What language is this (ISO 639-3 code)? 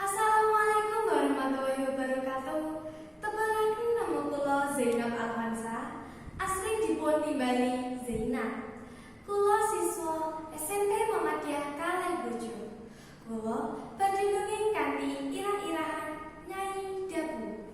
jav